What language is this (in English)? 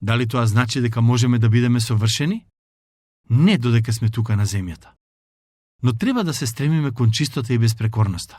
Macedonian